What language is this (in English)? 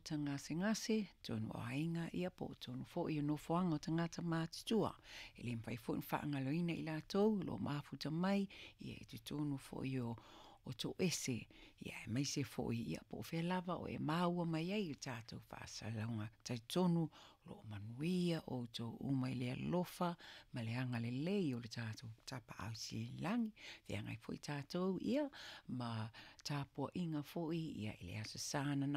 Samoan